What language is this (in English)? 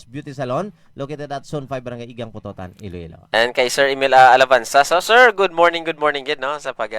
Hiligaynon